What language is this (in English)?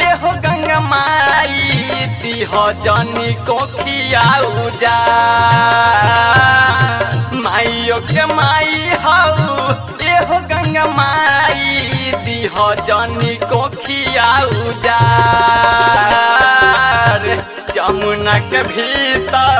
Bhojpuri